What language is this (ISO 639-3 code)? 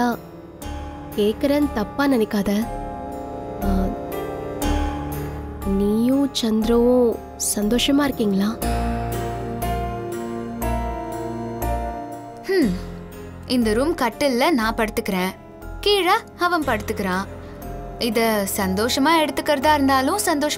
tam